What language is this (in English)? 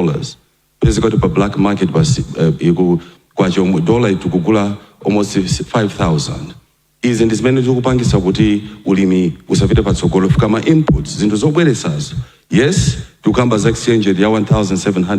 Nyanja